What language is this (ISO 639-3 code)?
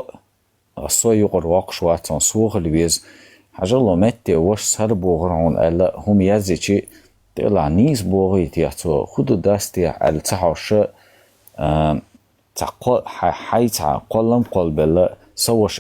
che